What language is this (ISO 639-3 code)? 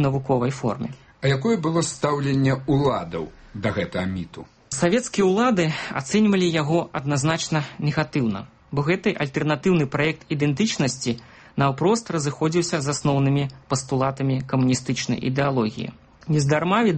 bel